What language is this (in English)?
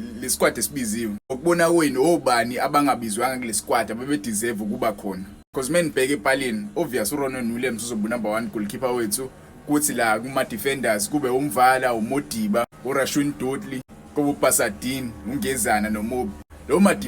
Zulu